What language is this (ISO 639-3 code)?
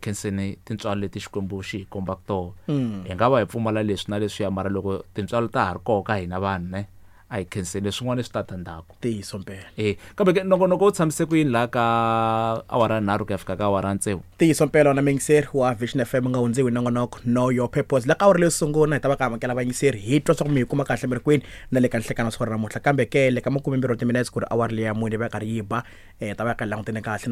tso